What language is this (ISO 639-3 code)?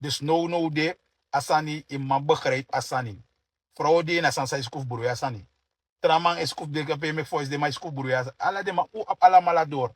srn